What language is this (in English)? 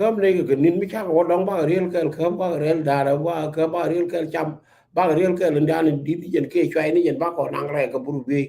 Nuer